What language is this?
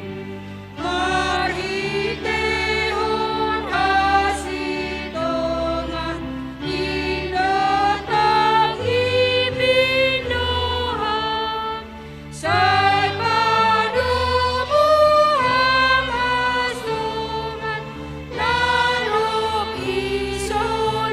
Batak Simalungun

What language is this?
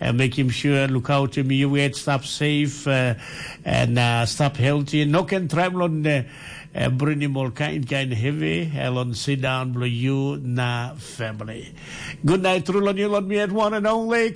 Tok Pisin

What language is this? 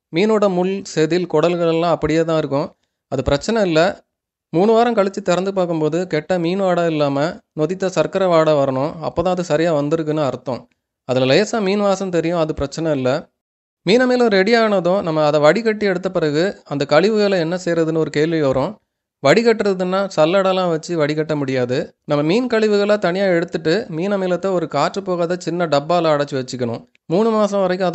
Tamil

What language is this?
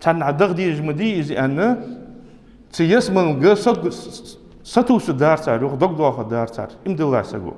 Ingush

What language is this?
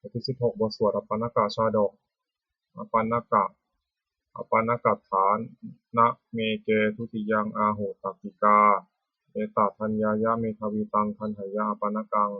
Pali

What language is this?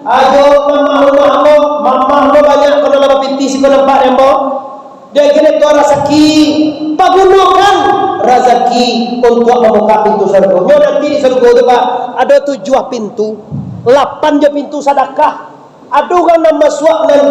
Minangkabau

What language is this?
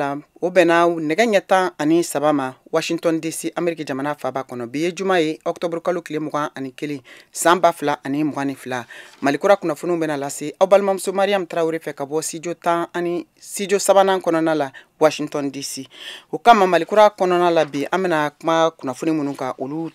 Bambara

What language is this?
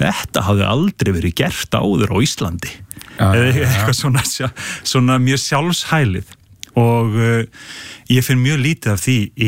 Icelandic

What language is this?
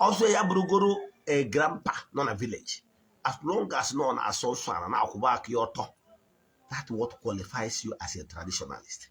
Igbo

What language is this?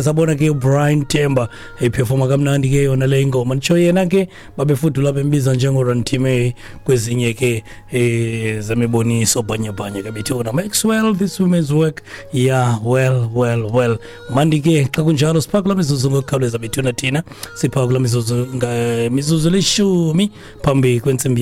Xhosa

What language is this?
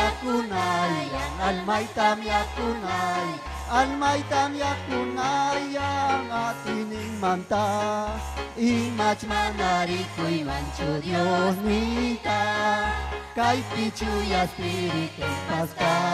Ayacucho Quechua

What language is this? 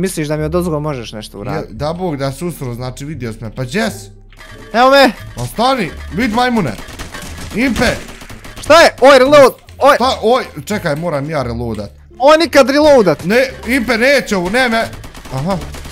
Bosnian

